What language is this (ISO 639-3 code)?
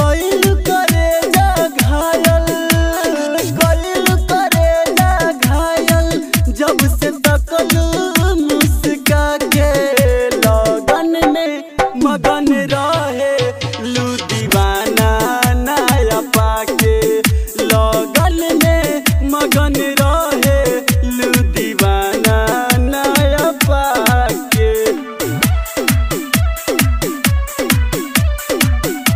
bho